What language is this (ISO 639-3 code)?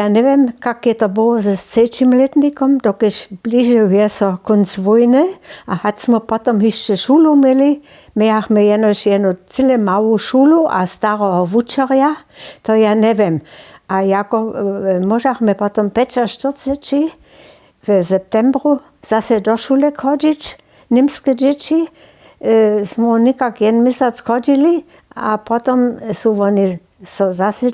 hsb